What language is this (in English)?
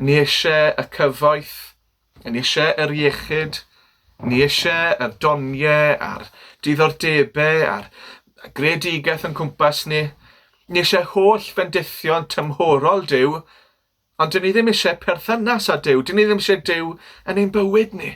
Welsh